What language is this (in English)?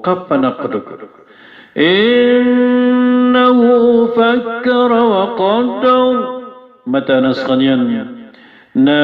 Maranao